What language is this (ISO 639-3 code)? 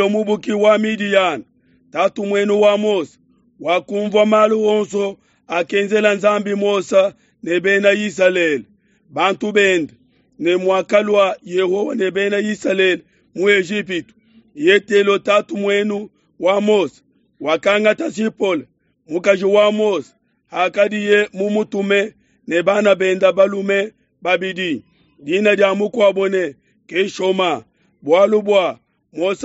lua